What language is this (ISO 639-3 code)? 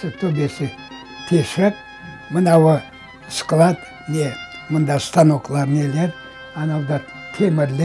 crh